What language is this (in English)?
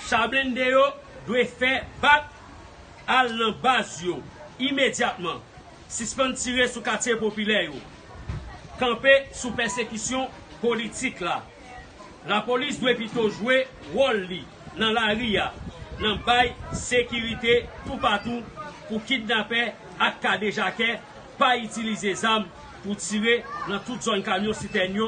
Haitian Creole